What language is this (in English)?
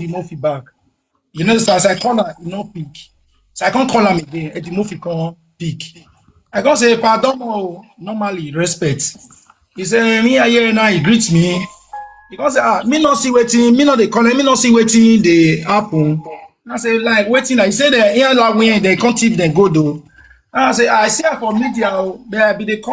Nigerian Pidgin